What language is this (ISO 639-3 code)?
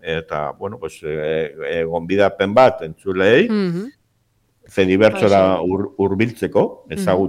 eus